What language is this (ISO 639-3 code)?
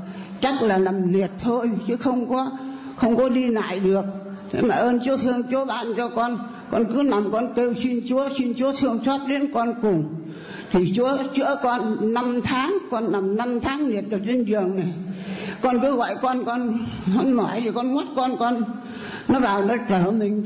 vie